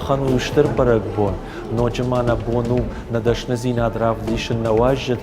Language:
Ossetic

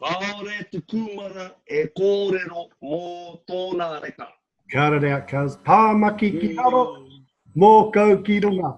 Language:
Māori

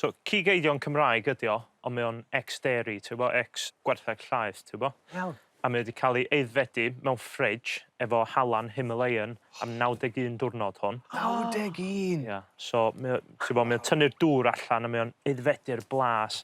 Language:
Welsh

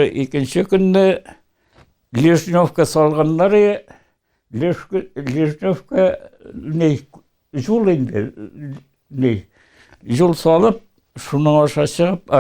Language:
Bashkir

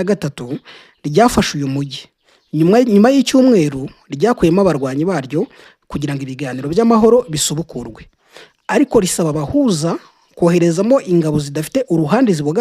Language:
Kinyarwanda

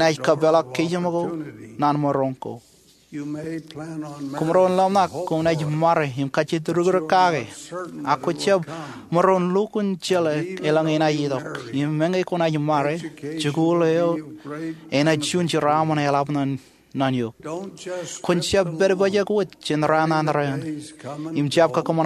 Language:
Marshallese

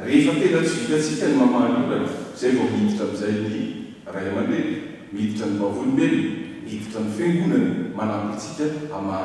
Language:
Malagasy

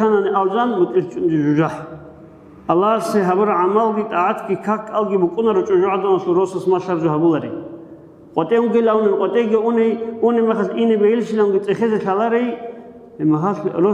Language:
Avaric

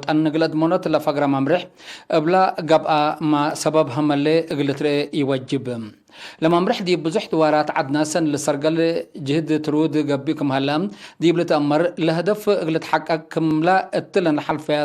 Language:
Tigre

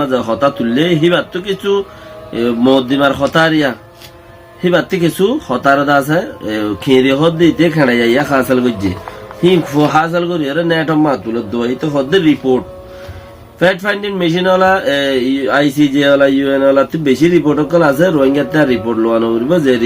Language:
Rohingya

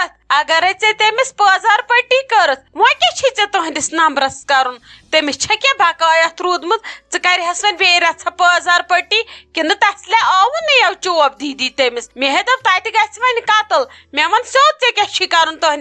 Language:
Kashmiri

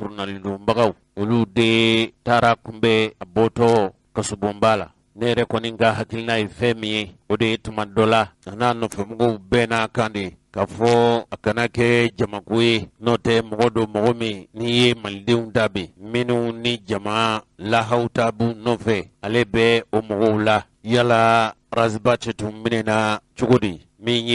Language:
Bambara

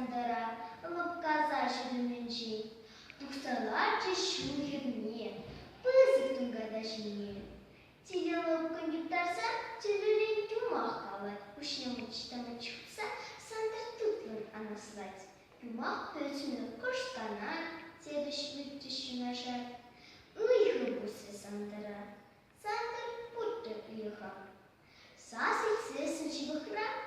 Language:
Chuvash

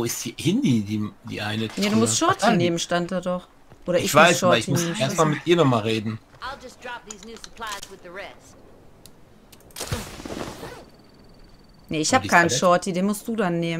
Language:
German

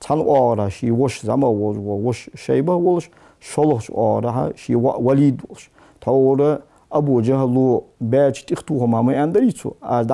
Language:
Ingush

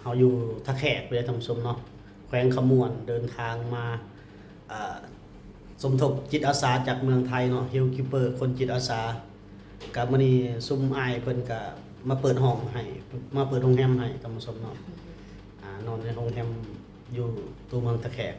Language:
Lao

